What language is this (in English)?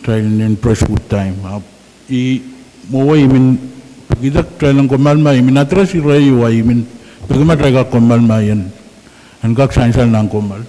Pohnpeian